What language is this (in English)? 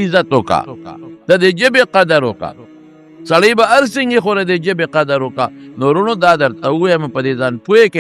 Pashto